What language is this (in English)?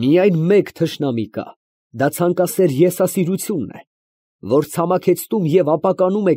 Armenian